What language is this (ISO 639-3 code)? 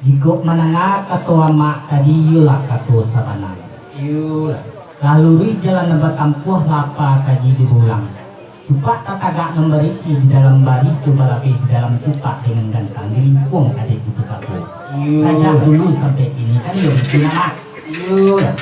min